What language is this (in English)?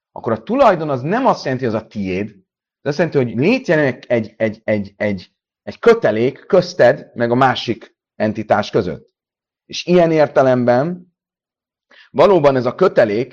Hungarian